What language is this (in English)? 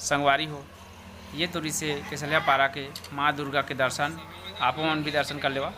Chhattisgarhi